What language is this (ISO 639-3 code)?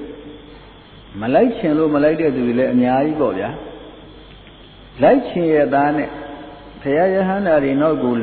mya